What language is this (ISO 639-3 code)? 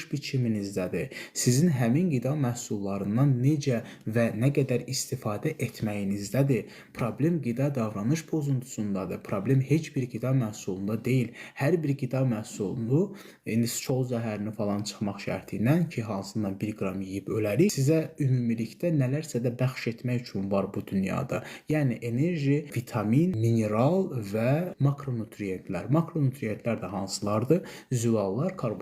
aze